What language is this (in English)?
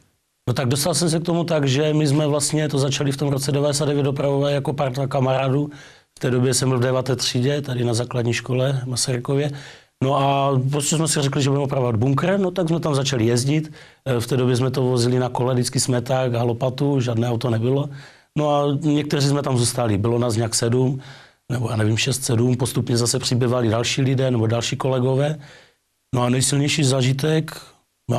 Czech